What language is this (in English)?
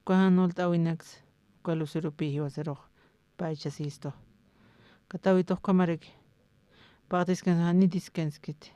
Aymara